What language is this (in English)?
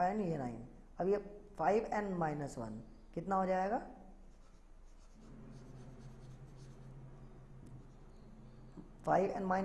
Hindi